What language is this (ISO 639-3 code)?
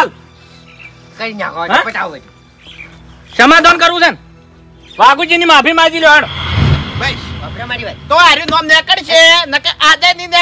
guj